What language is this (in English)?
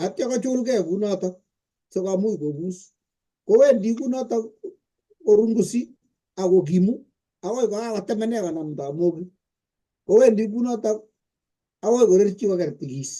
Kalenjin